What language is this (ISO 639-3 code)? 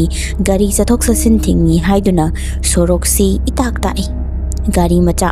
mni